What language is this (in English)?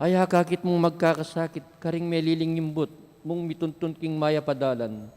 Pampanga